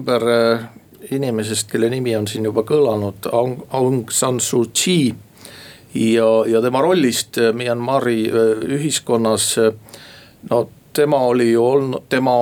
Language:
Estonian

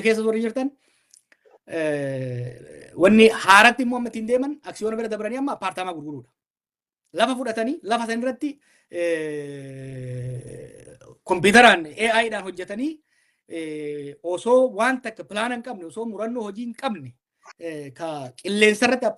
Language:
Oromo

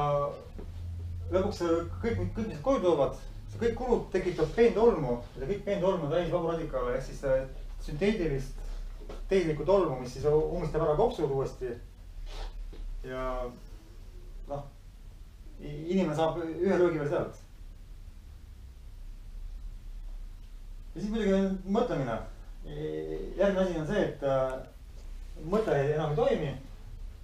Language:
Estonian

